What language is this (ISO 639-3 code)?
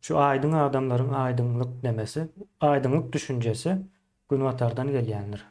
tuk